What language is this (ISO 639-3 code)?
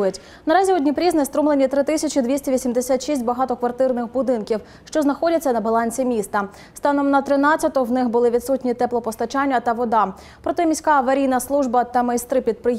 ukr